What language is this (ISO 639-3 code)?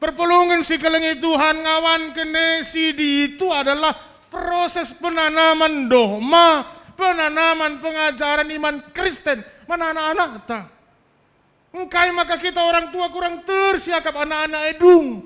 btx